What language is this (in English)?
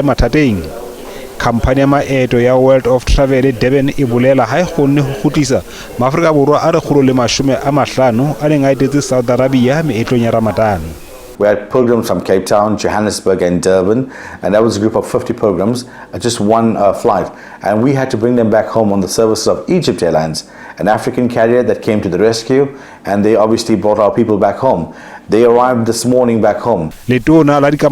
Southern Sotho